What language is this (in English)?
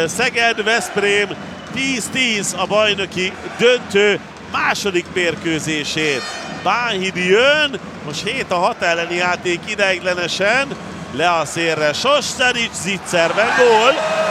Hungarian